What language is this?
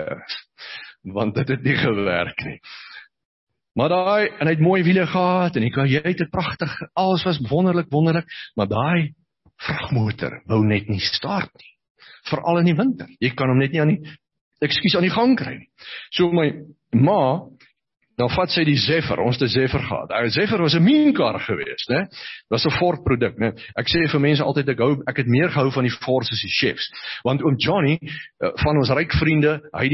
Afrikaans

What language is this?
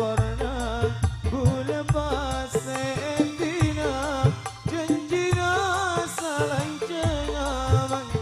Madurese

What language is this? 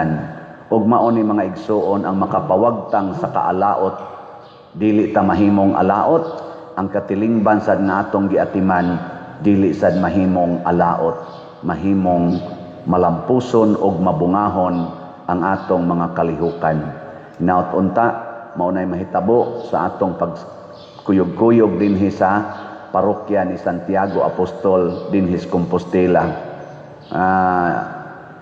Cebuano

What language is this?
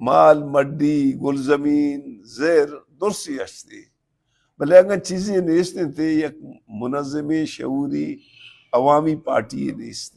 Baluchi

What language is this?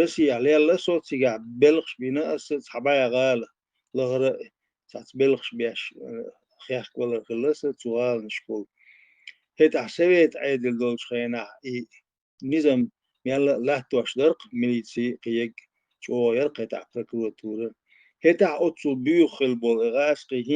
Chechen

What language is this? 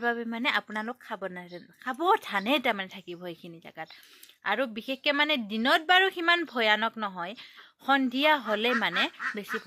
Assamese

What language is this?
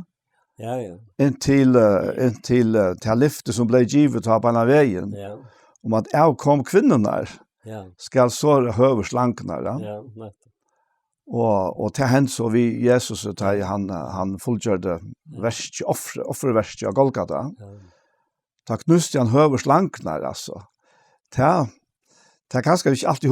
Faroese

